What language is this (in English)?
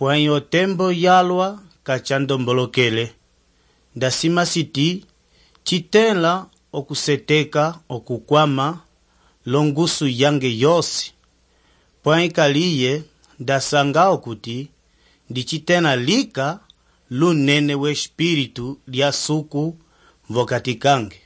Umbundu